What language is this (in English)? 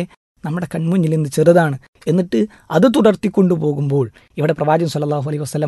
Malayalam